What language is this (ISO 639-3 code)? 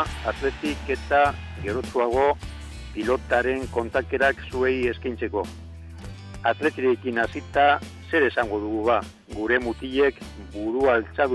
eus